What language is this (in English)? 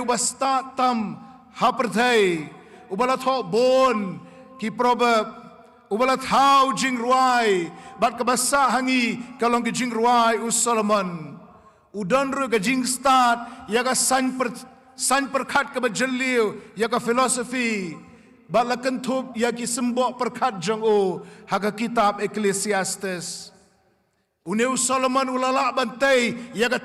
Khasi